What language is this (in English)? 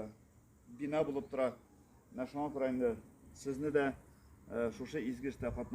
Tatar